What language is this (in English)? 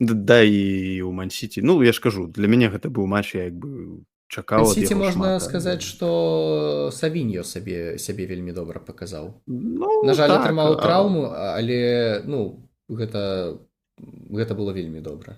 Belarusian